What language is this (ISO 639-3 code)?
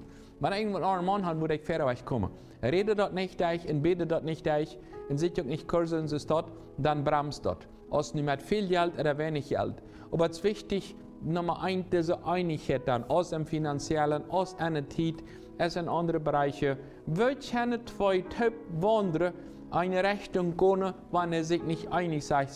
pdt